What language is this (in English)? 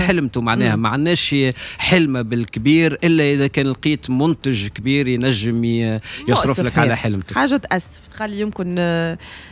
Tunisian Arabic